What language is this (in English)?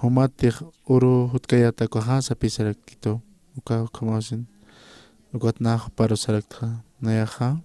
Aymara